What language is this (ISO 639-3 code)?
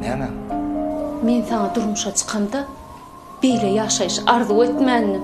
tuk